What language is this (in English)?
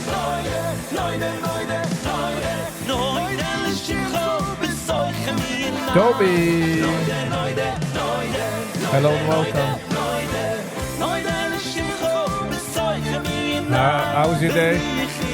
Yiddish